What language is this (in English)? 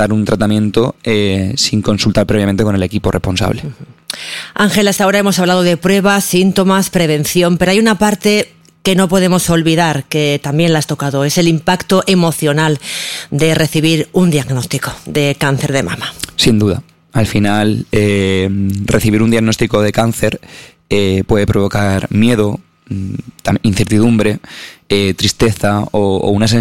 Spanish